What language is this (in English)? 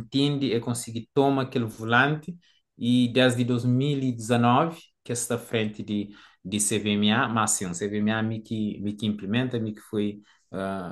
Kabuverdianu